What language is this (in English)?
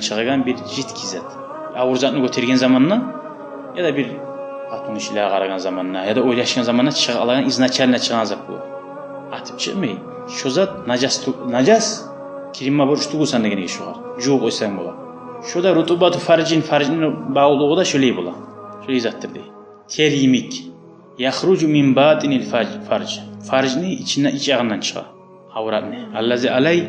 Kumyk